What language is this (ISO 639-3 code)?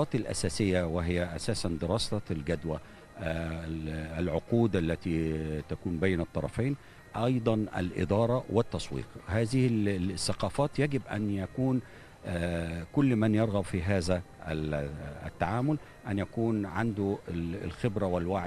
ara